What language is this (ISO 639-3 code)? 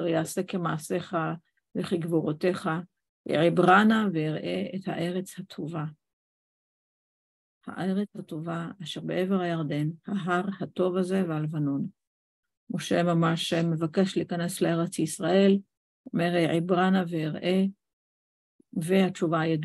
heb